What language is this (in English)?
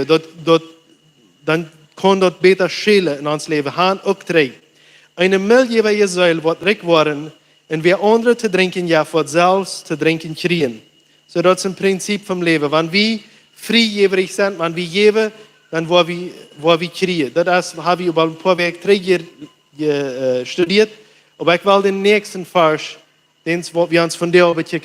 Plautdietsch